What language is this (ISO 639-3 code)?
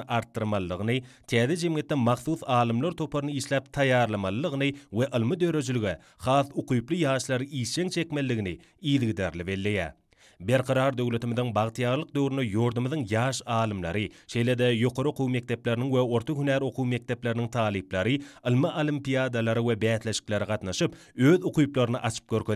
tuk